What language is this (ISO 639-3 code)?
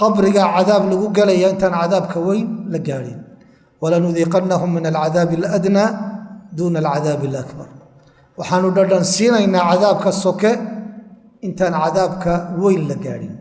som